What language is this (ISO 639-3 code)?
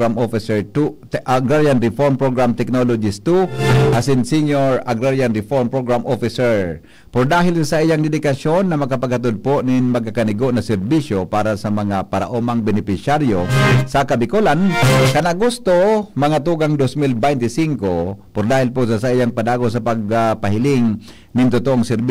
bik